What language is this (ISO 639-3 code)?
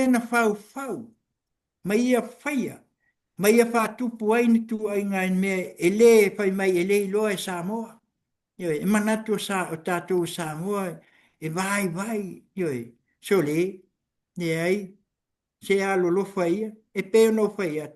smo